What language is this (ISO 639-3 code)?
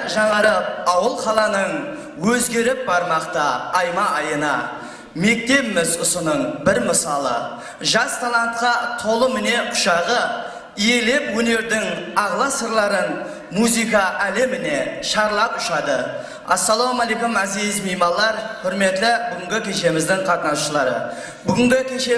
kaa